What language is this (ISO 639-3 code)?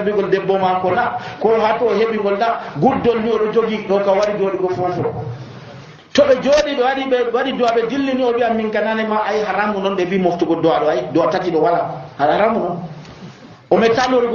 fuv